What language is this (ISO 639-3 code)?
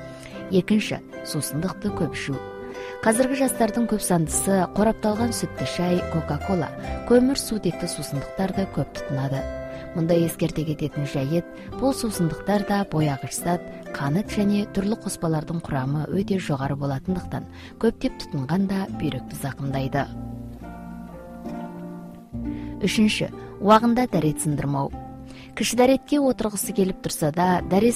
kaz